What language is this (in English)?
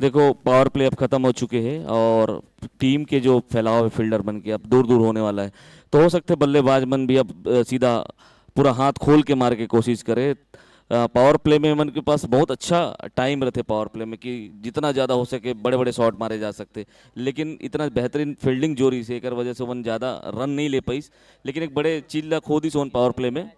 Chhattisgarhi